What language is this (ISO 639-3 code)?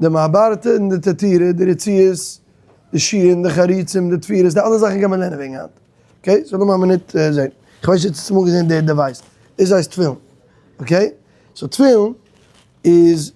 yid